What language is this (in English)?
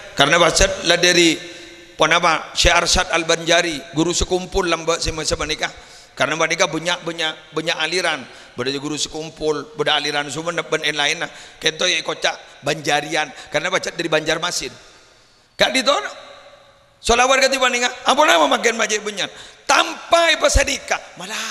Madurese